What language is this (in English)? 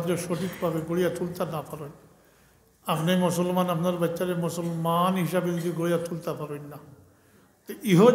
Sylheti